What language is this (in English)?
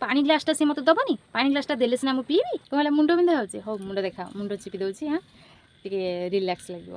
Odia